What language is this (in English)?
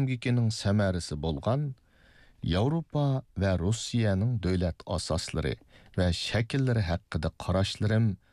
Uyghur